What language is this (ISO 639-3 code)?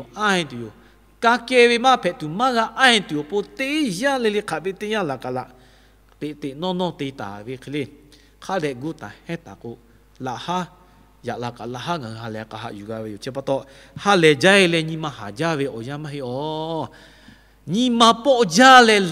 lhu